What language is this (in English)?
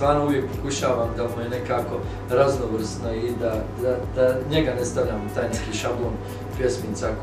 Bosnian